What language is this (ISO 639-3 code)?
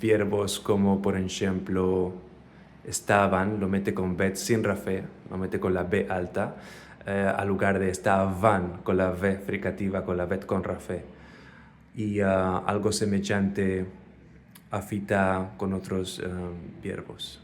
lad